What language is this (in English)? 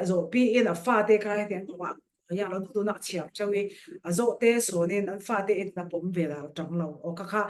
Falam Chin